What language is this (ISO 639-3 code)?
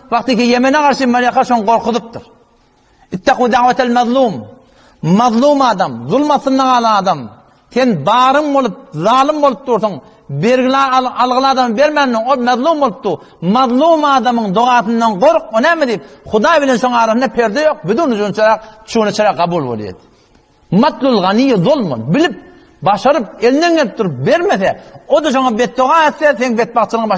tuk